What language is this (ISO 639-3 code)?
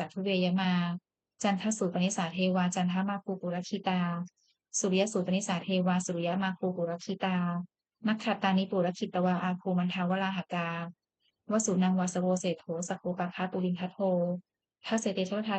pli